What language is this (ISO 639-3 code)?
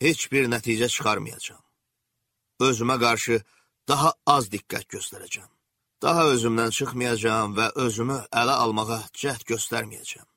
aze